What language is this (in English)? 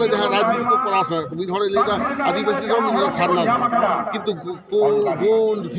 Santali